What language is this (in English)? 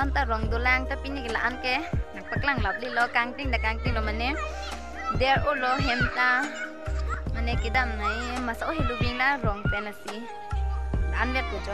Karbi